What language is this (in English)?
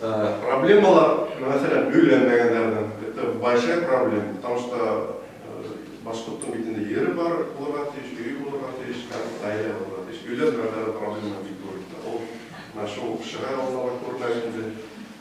Bashkir